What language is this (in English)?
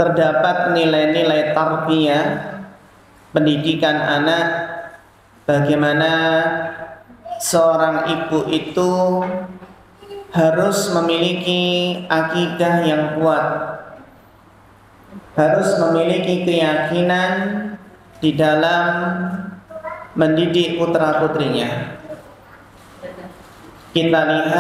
Indonesian